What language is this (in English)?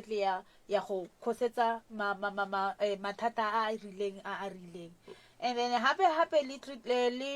Northern Sotho